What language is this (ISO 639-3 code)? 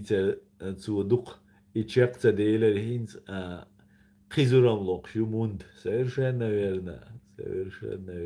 che